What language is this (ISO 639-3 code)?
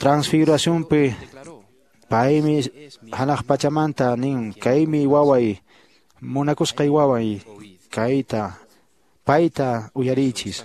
que